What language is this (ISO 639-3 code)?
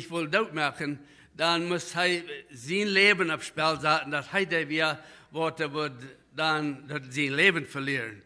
pdt